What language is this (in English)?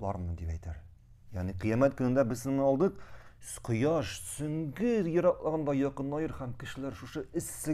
Tatar